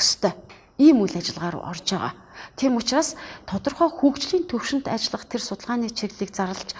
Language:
Mongolian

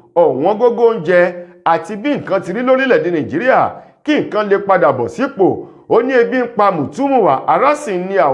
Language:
Yoruba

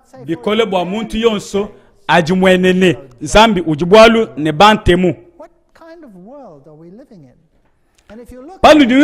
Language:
Luba-Lulua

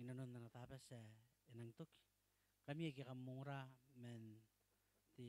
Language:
Gilbertese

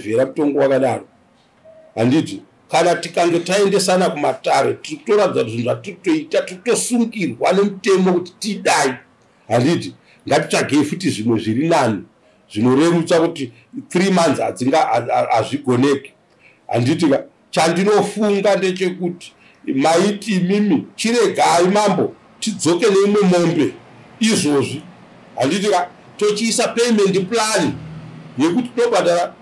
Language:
Shona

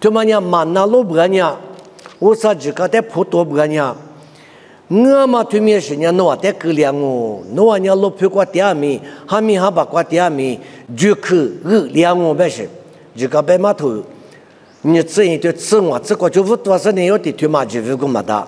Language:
Lisu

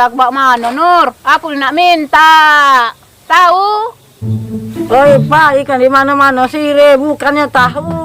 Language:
Musi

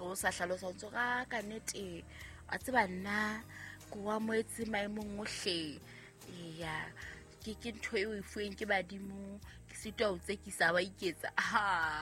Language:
Southern Sotho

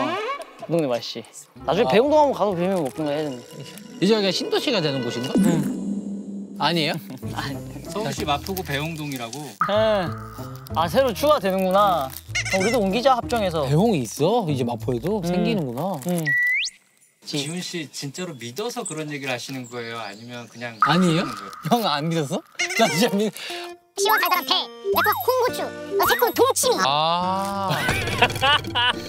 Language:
Korean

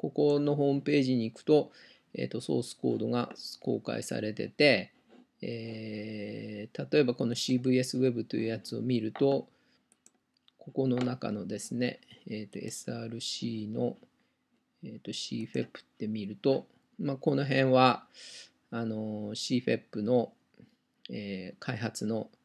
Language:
Japanese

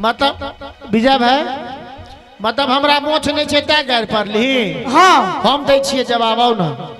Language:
Maithili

